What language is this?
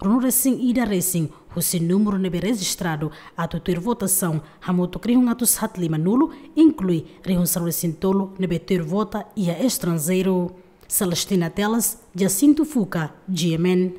Tetum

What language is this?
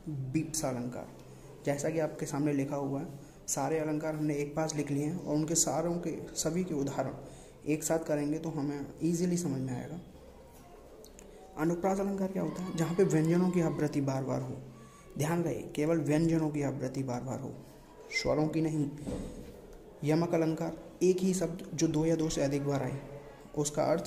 Hindi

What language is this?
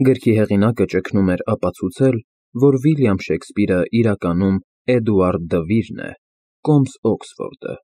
Armenian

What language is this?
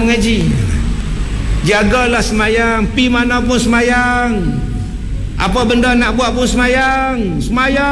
Malay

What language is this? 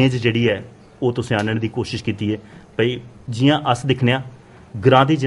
Dogri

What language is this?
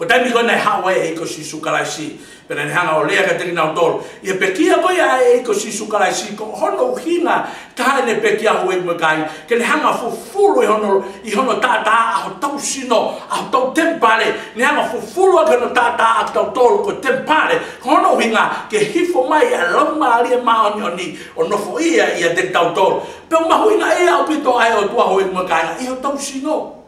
Tongan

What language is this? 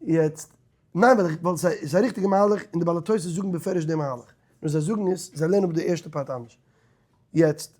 Yiddish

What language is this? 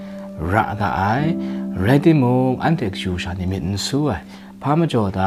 Kachin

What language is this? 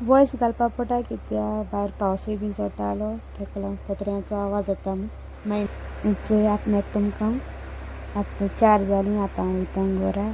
Konkani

